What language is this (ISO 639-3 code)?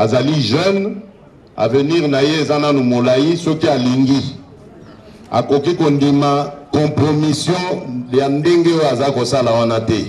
lin